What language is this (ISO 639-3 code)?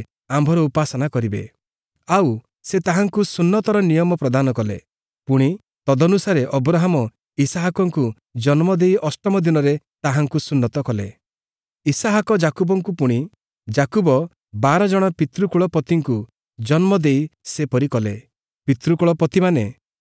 ori